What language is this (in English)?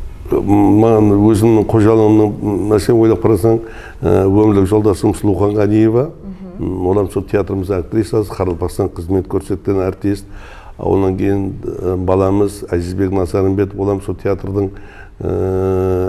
Kara-Kalpak